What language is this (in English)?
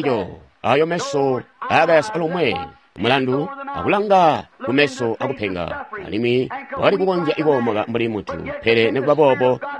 Tonga (Zambia)